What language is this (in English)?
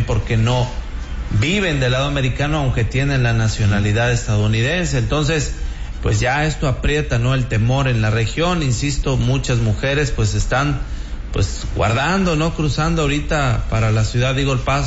Spanish